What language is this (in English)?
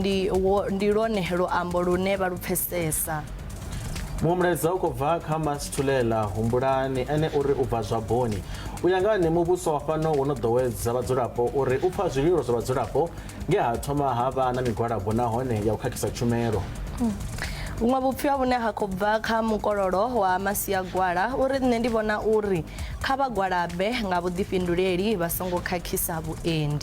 Venda